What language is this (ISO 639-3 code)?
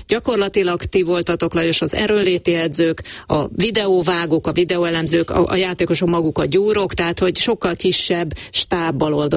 hun